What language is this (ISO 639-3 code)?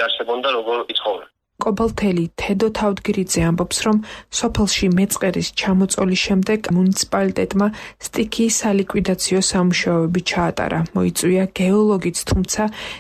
kat